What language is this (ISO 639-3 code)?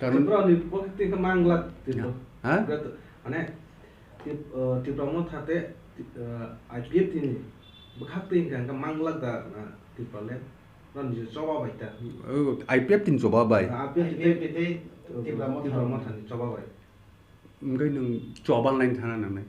trp